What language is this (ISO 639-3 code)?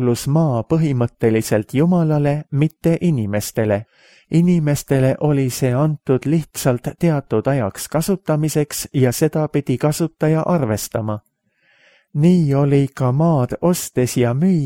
est